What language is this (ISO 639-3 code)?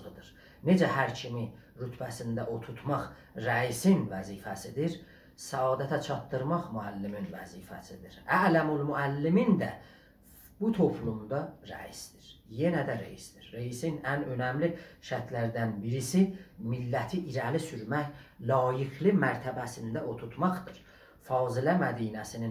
azb